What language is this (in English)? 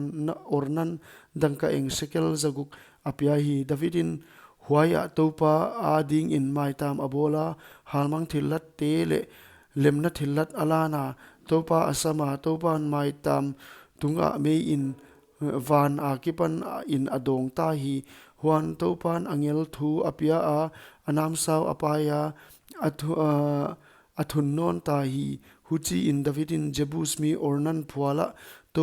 Paite Chin